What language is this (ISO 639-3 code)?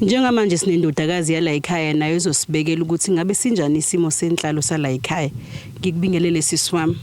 zul